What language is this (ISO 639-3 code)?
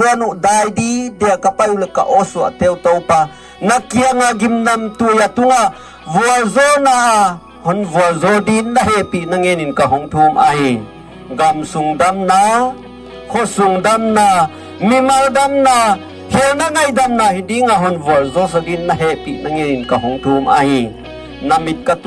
pck